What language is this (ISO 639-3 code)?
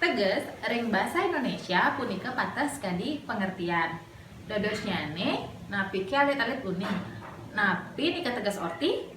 ban